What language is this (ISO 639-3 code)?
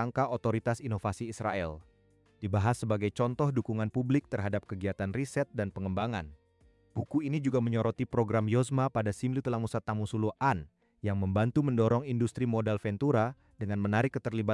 ind